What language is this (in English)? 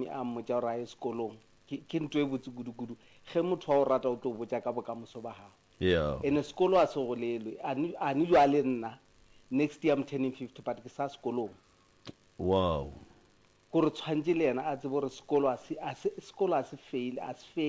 Northern Sotho